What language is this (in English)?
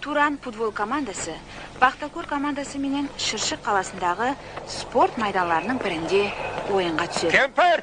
Kara-Kalpak